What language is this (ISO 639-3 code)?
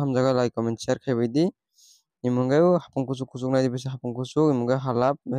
trp